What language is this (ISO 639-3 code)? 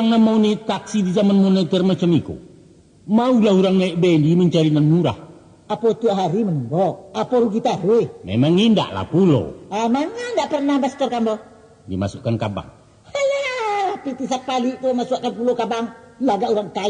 min